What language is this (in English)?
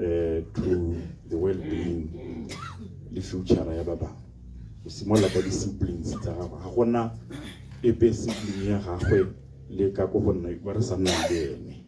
Tswana